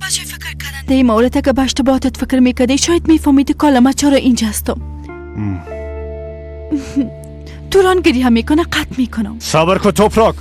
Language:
Persian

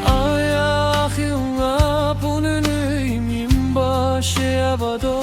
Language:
Yimchungru Naga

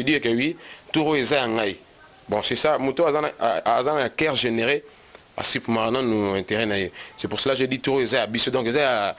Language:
Lingala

